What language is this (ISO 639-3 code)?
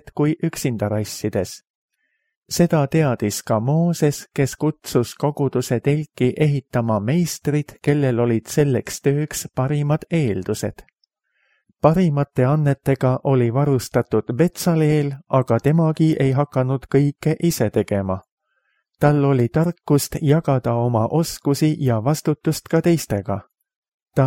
est